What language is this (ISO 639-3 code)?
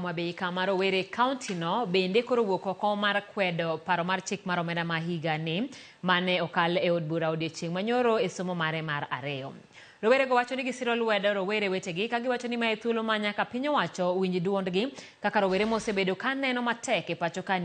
luo